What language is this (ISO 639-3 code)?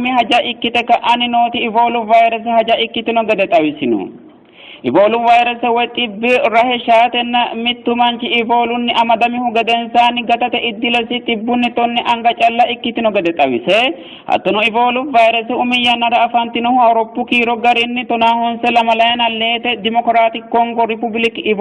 sid